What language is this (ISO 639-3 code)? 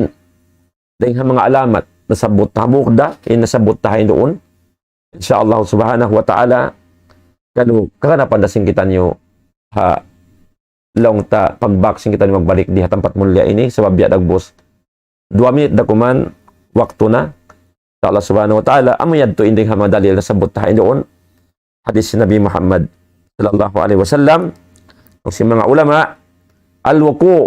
tsg